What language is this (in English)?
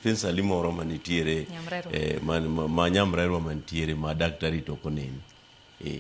Luo (Kenya and Tanzania)